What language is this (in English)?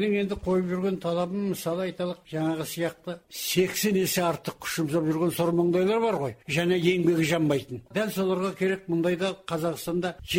Kazakh